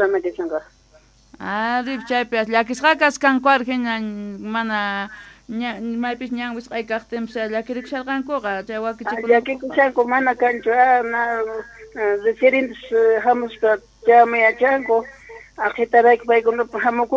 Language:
South Bolivian Quechua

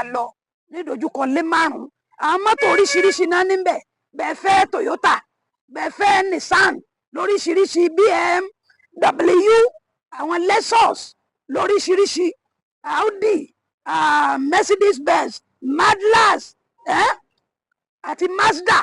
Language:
Yoruba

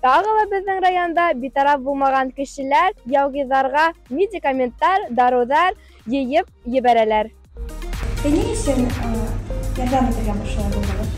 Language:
Bashkir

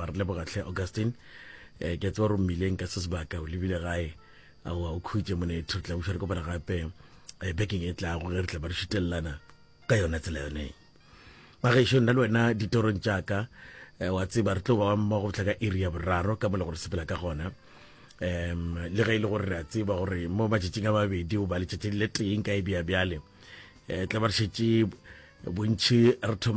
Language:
Northern Sotho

